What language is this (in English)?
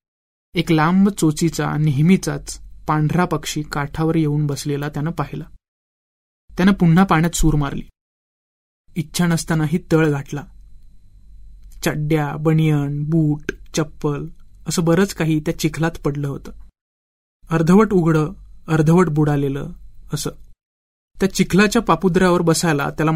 Marathi